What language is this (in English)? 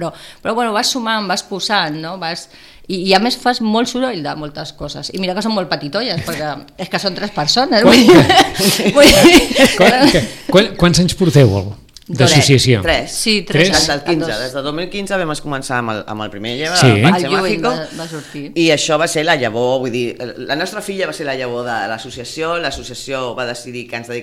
Catalan